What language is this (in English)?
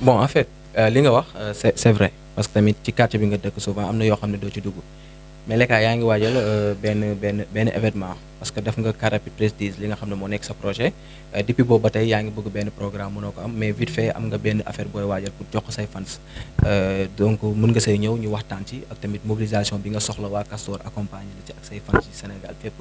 Wolof